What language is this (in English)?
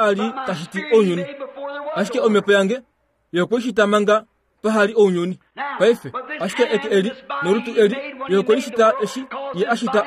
Kuanyama